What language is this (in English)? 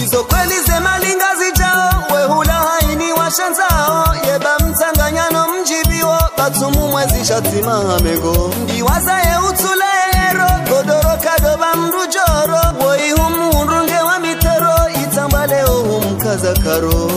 Ngazidja Comorian